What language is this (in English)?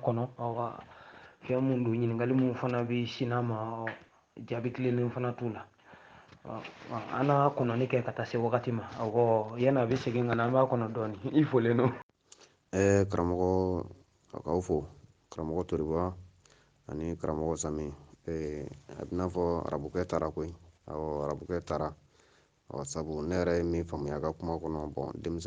Bambara